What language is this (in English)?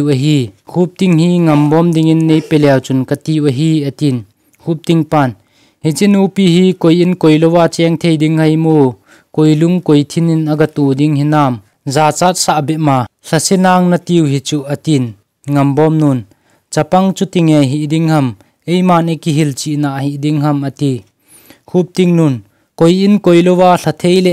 Thado Chin